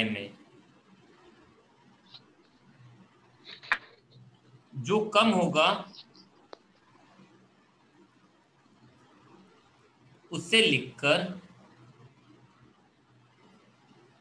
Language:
Hindi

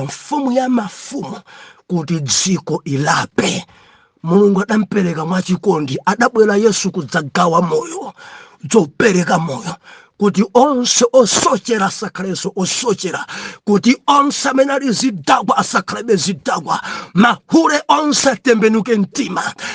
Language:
Nyanja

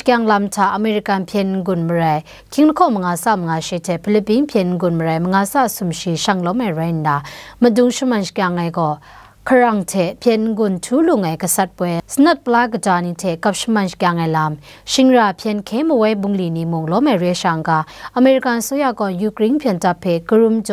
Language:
Kachin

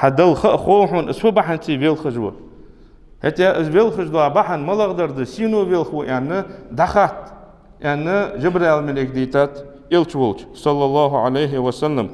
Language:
Ingush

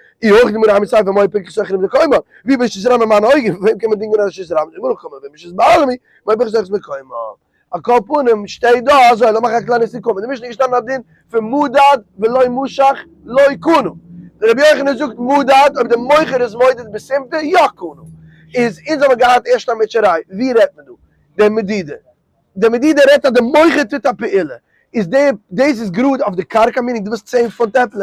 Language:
Yiddish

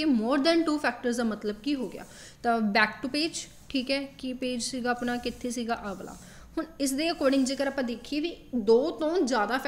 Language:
Punjabi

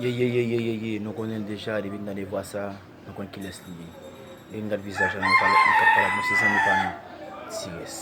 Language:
Haitian Creole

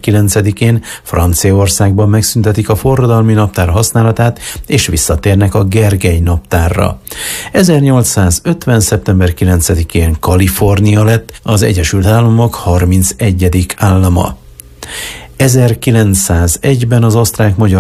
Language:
Hungarian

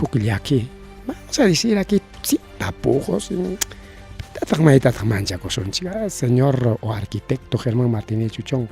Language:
Ayacucho Quechua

